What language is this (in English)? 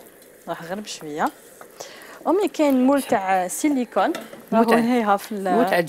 Algerian Arabic